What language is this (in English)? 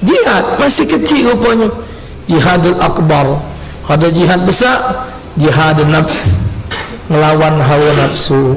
Musi